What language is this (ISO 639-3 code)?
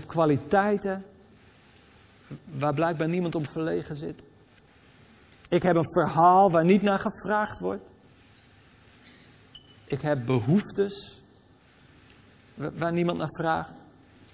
nld